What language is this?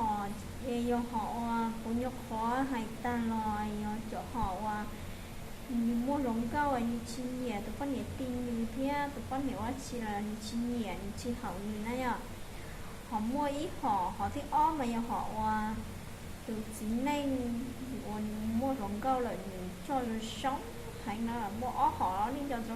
Hmong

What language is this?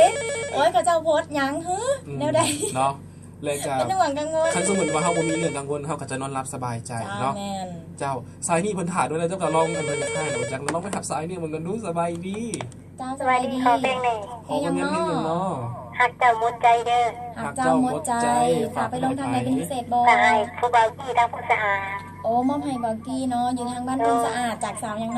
Lao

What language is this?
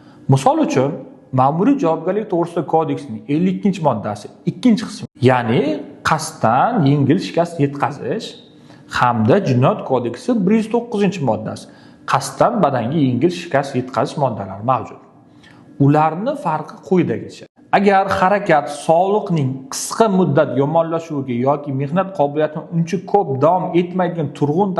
Uzbek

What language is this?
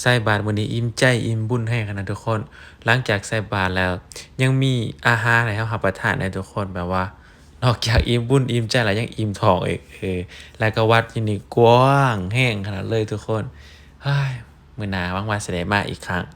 Lao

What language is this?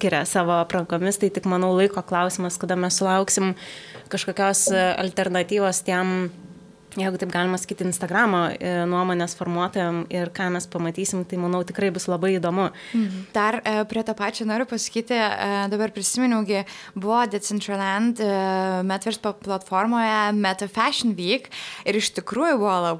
Lithuanian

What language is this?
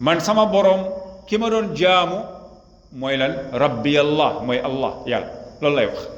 Wolof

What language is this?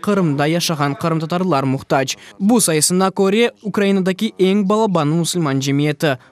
Crimean Tatar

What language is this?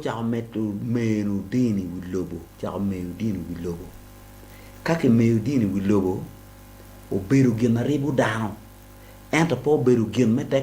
Acoli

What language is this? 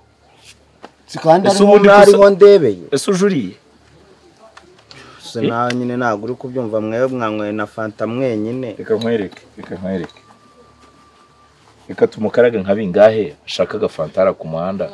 Kinyarwanda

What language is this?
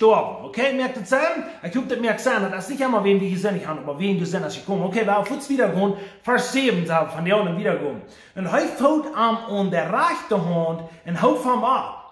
Plautdietsch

